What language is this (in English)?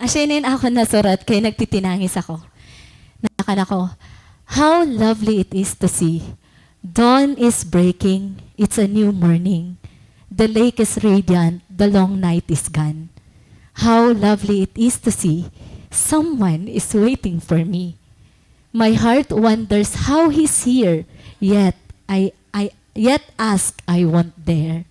Waray